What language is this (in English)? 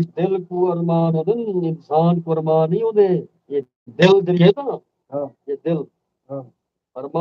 Saraiki